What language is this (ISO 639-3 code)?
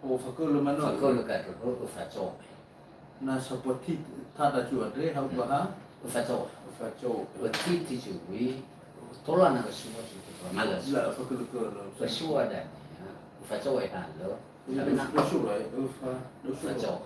nia